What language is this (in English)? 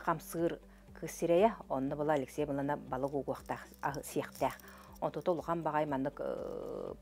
Yakut